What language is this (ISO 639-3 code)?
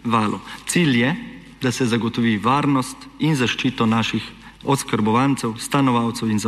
slv